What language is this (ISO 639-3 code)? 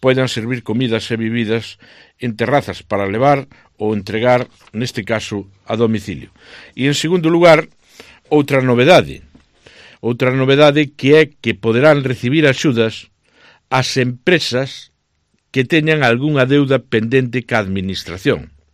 glg